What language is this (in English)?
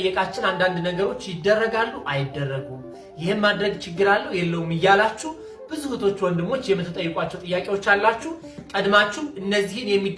Amharic